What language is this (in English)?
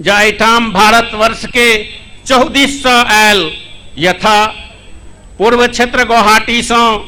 Maithili